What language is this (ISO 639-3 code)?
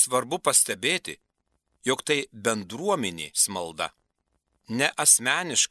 lit